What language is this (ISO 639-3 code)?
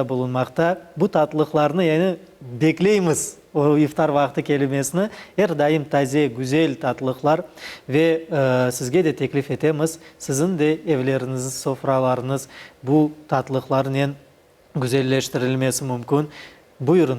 crh